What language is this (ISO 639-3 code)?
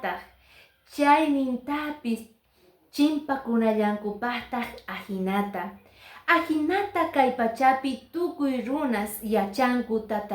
que